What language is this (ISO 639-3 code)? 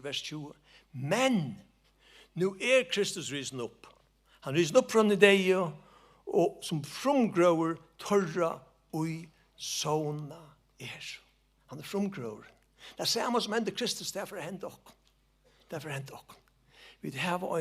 fao